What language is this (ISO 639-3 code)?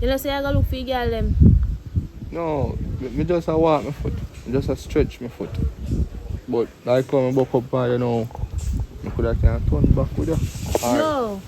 jam